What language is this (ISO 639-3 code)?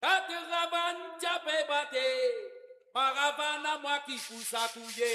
mfe